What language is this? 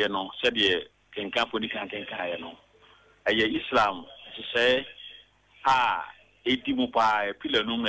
Akan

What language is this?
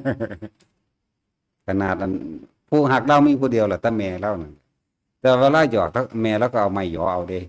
Northeastern Thai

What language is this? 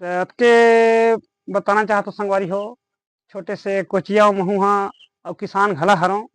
Chhattisgarhi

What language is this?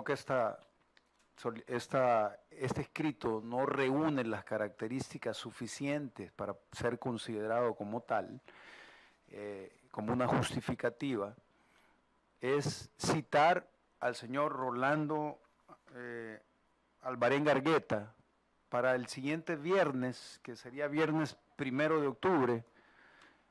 Spanish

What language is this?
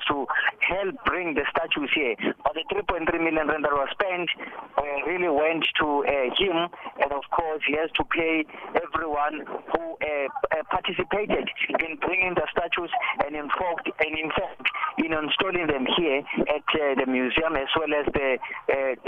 English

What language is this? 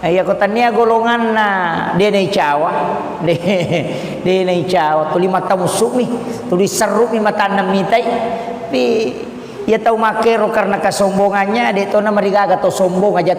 Buginese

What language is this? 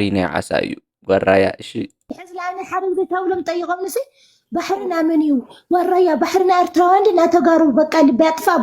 Tigrinya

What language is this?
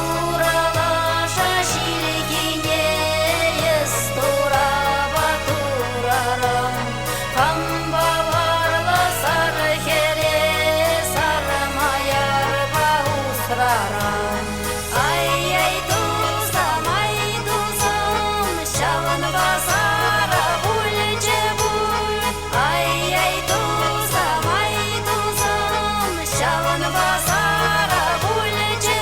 Chuvash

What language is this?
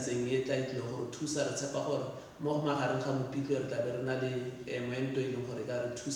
Tswana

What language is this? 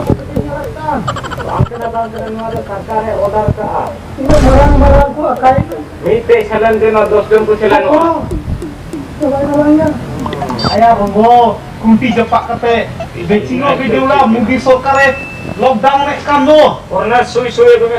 Santali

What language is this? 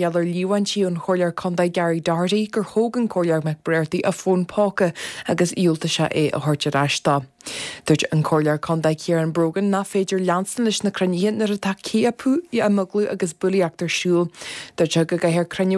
Irish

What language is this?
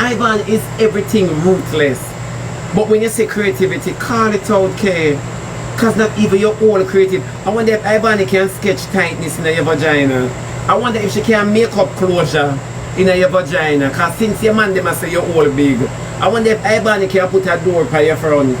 Jamaican Creole English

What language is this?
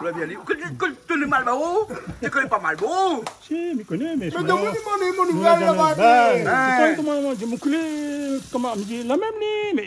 Réunion Creole French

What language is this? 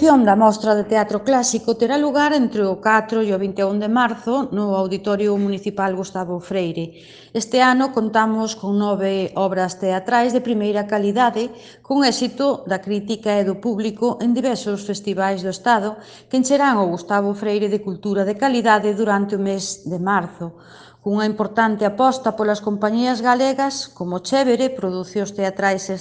Galician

